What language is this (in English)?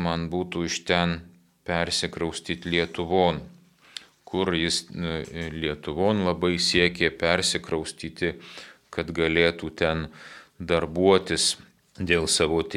Lithuanian